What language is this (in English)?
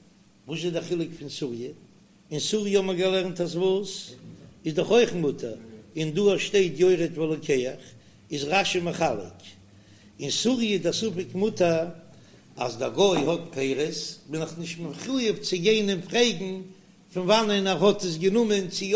Yiddish